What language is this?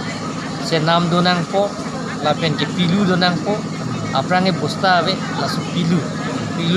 Karbi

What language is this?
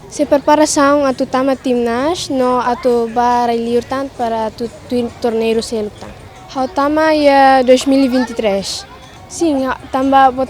Tetum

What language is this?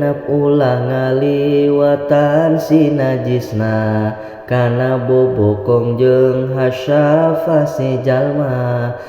Sundanese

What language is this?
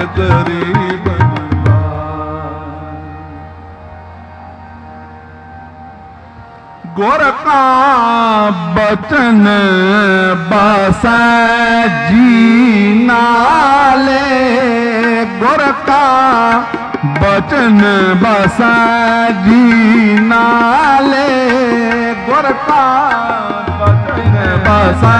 Punjabi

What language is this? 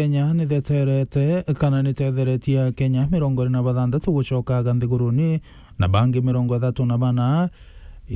Meru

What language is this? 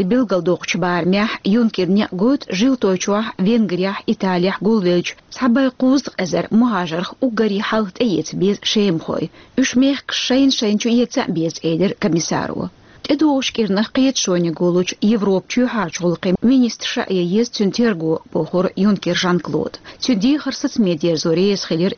Chechen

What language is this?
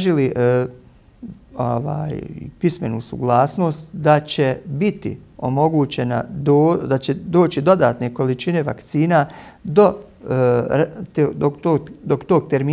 Bosnian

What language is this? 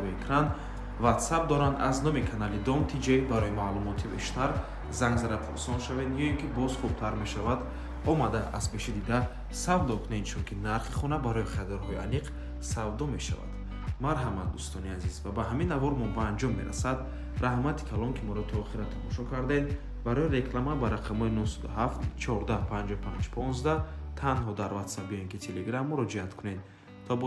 Tajik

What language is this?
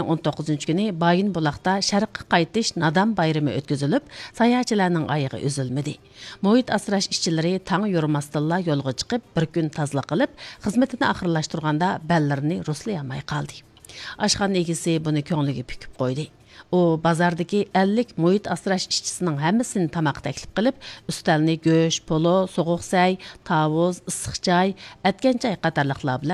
Uyghur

